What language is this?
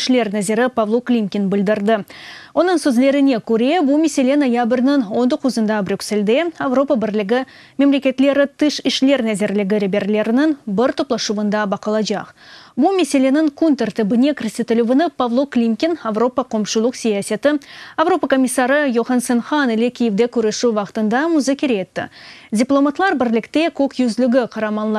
Crimean Tatar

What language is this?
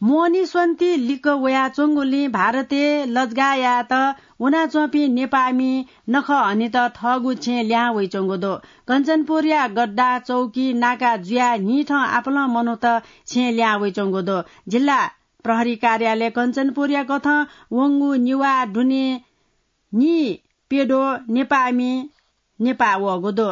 Newari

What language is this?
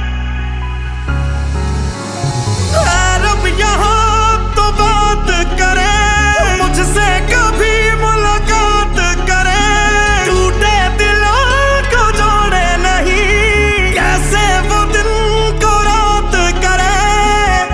Hindi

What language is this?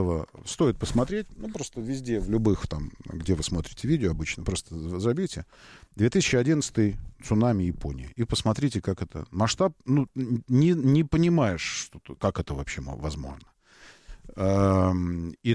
Russian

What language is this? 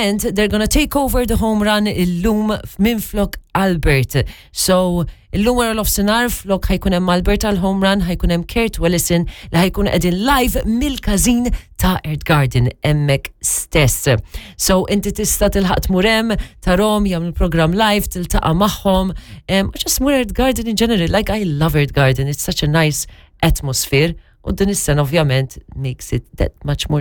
Maltese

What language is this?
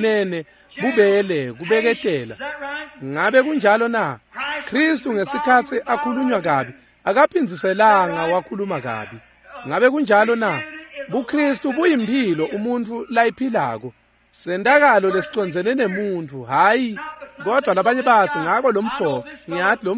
Swati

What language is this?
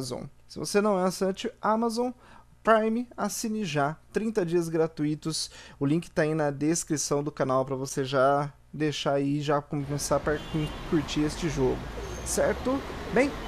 Portuguese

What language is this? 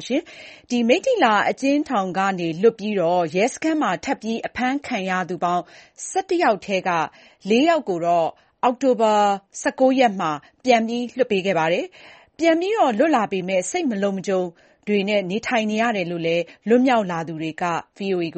Burmese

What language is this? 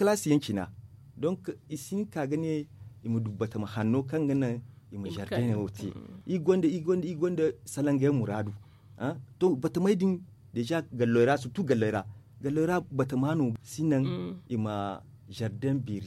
Zarma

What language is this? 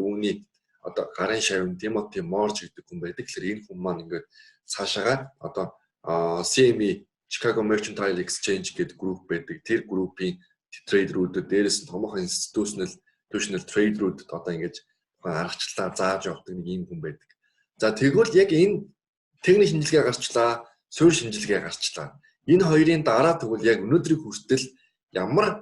Mongolian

